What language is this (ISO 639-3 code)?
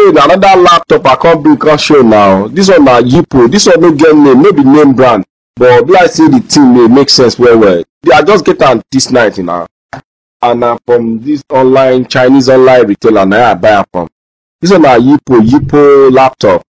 pcm